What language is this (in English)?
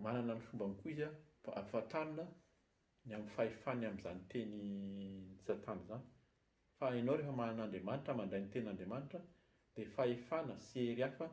Malagasy